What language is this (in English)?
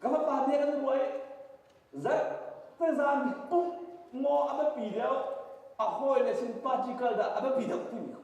Hakha Chin